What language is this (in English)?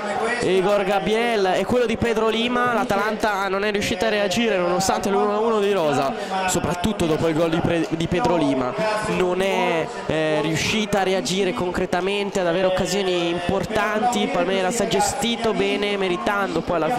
Italian